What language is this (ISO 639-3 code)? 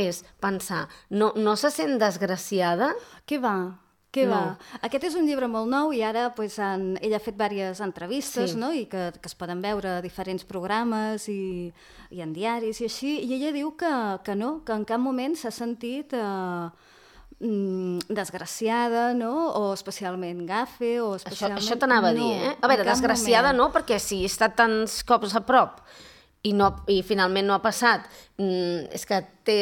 cat